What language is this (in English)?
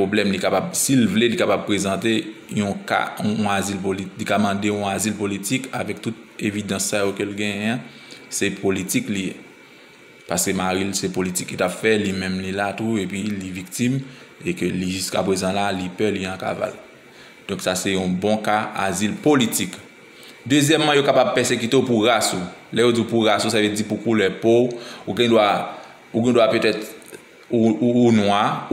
Haitian Creole